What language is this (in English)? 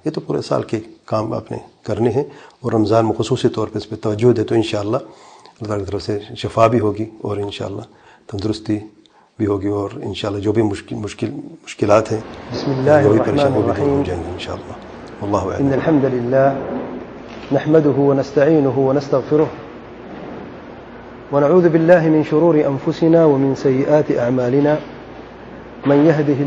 Urdu